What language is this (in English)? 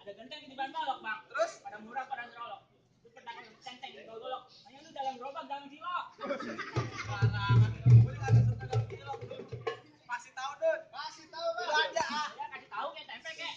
Betawi